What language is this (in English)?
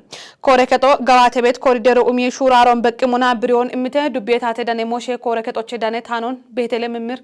Kafa